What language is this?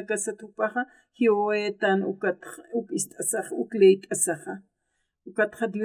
Aymara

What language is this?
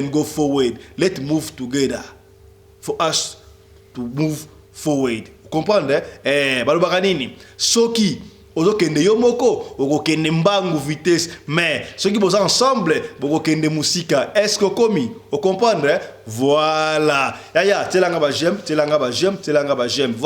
Lingala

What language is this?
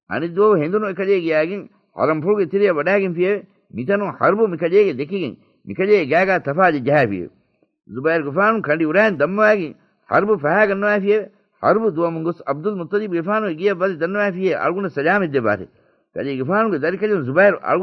Divehi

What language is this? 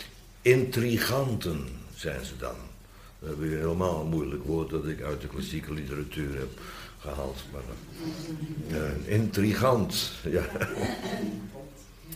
Dutch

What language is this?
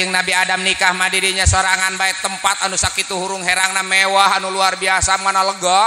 Sundanese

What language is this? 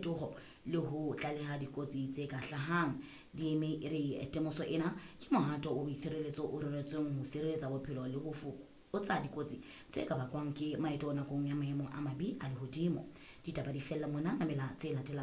Southern Sotho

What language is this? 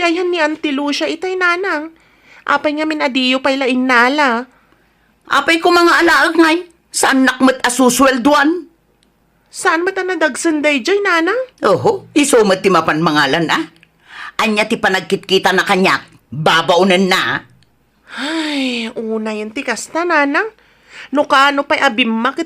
Iloko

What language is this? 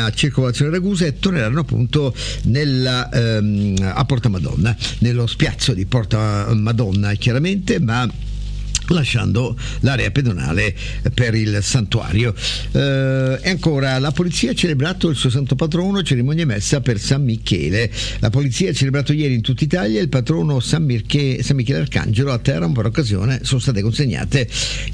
Italian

